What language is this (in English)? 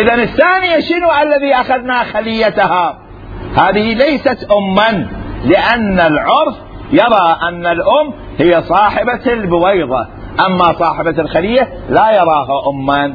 Mesopotamian Arabic